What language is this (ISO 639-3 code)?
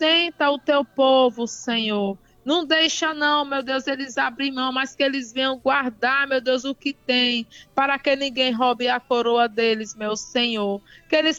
por